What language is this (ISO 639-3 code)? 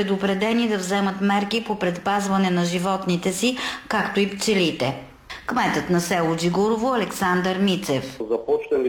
bul